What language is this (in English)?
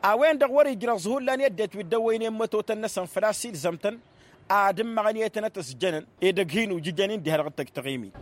Tamasheq